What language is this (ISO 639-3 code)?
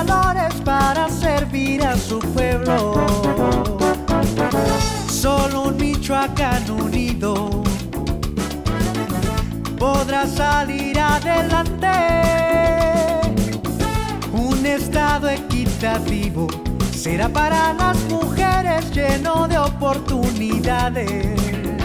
spa